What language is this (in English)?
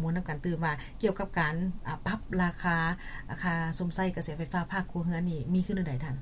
Lao